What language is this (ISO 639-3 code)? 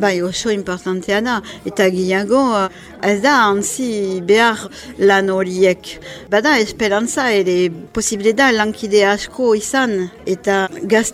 eus